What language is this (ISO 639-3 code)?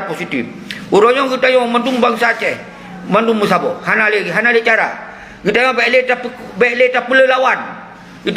ace